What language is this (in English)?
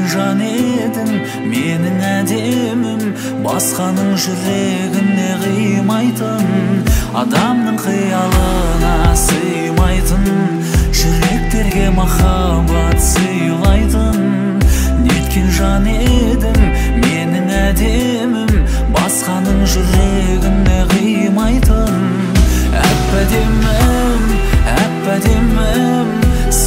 Kazakh